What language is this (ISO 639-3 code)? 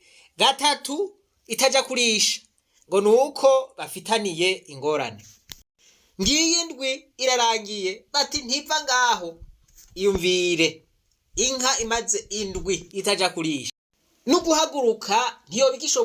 run